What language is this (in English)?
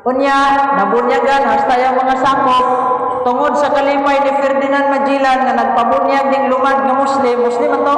Cebuano